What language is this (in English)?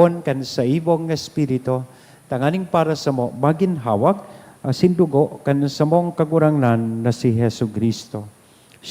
Bikol